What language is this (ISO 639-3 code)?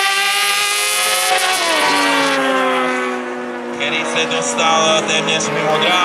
ces